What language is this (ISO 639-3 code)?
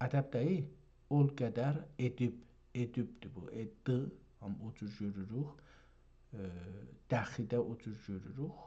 azb